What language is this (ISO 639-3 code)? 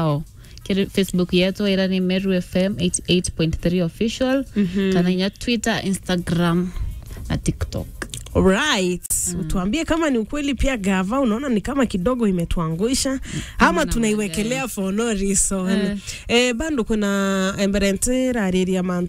swa